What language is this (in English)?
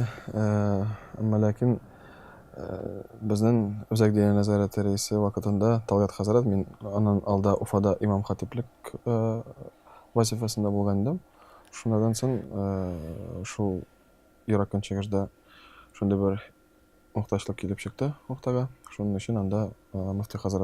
Tatar